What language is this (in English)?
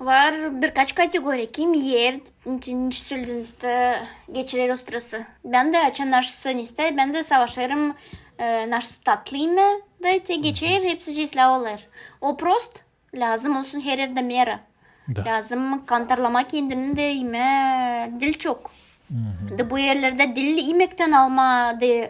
Gagauz